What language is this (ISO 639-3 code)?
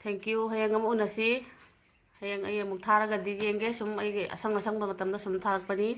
mni